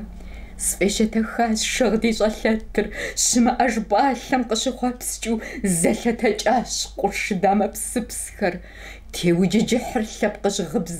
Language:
Kabardian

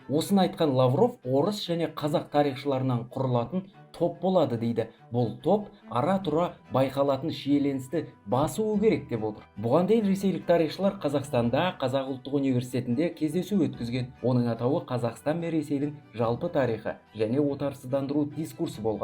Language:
Kazakh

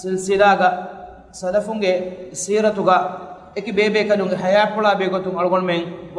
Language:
Divehi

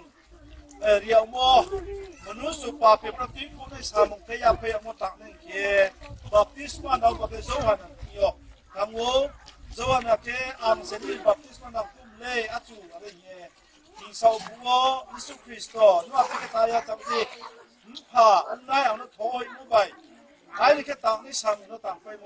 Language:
Riang (India)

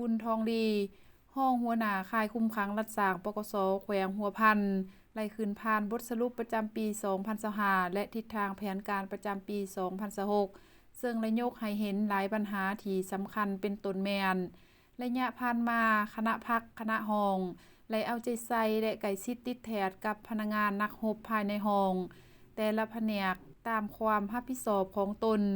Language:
Lao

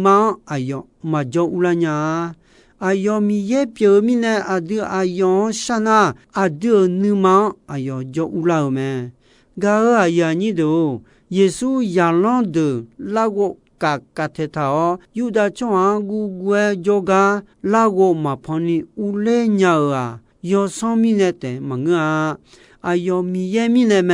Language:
Akha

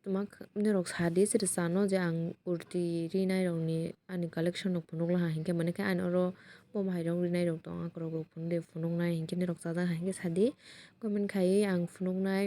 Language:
Kok Borok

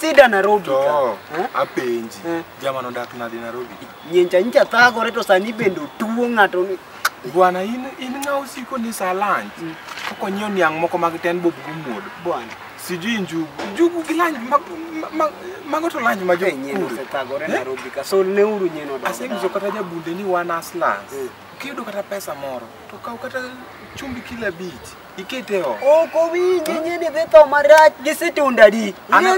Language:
Luo (Kenya and Tanzania)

